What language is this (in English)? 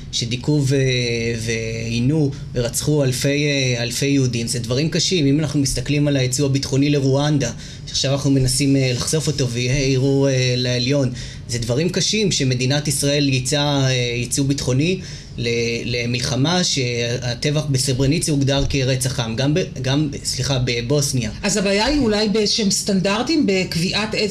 Hebrew